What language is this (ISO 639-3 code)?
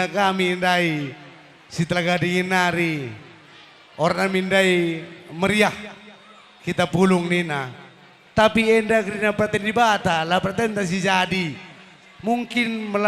btx